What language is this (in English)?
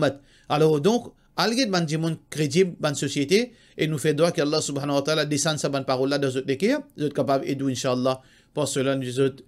Morisyen